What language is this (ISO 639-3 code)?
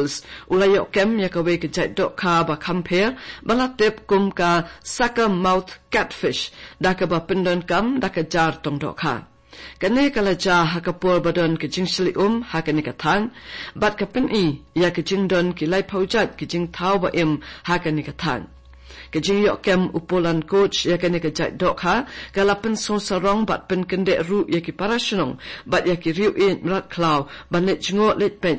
kha